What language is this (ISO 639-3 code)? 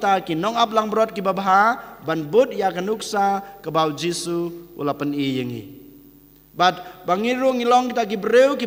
kha